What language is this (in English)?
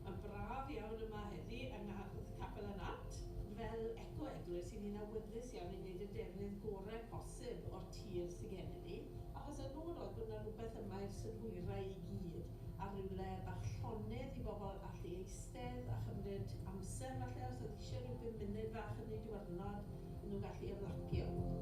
Welsh